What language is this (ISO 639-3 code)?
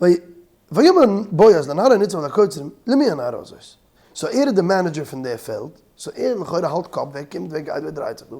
yid